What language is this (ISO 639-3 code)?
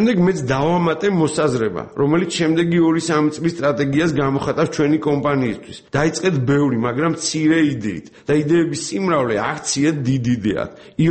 kat